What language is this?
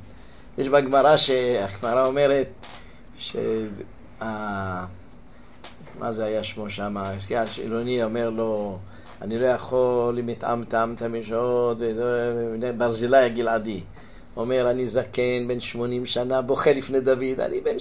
Hebrew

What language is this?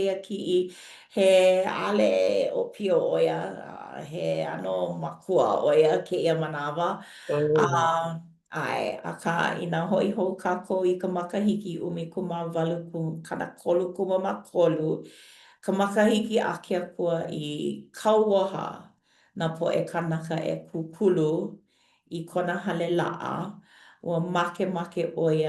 Hawaiian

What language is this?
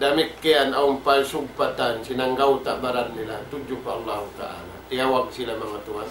Tausug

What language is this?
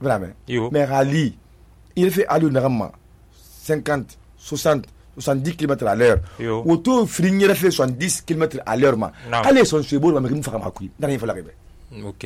Susu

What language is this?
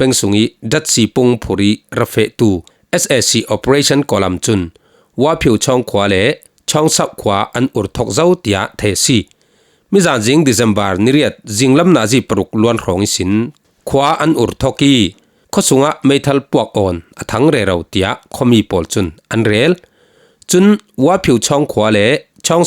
Falam Chin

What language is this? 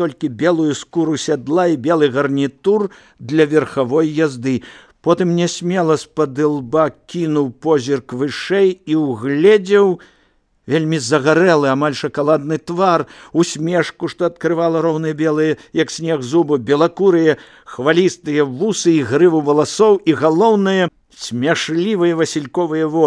Belarusian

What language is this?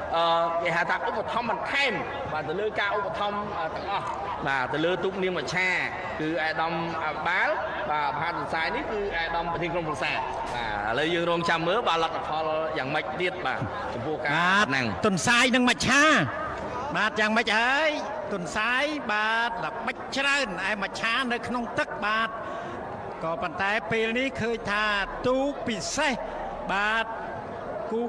Khmer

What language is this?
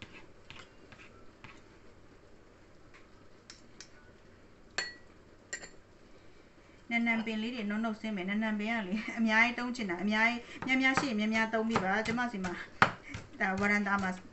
Burmese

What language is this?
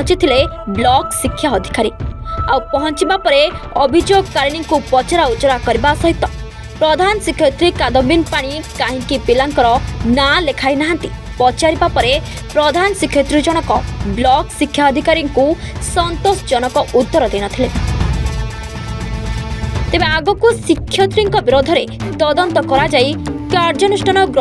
Odia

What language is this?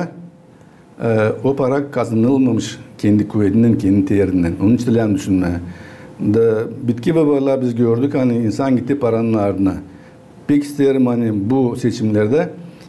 Gagauz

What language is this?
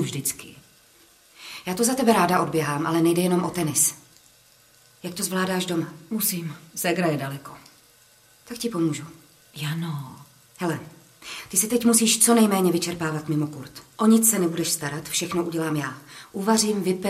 Czech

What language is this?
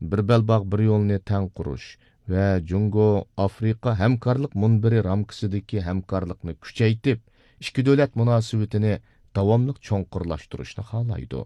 Uyghur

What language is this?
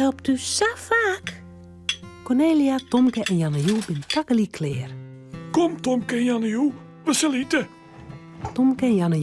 Western Frisian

